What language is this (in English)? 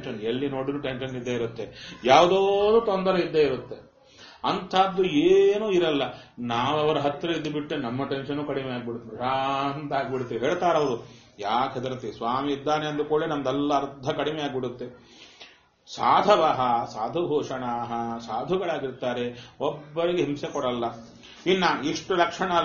Kannada